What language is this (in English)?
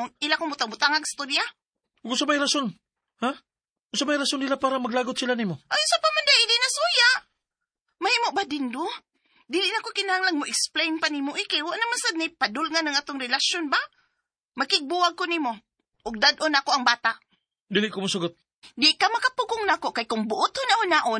Cebuano